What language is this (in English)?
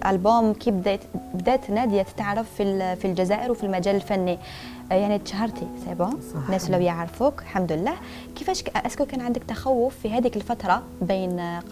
Algerian Arabic